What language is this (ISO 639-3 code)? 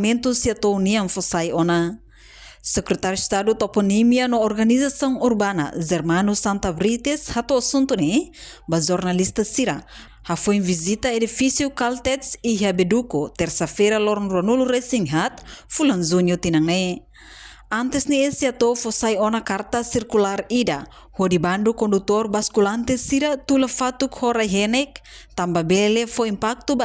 tet